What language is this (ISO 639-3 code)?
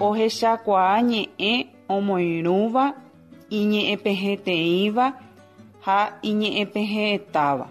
grn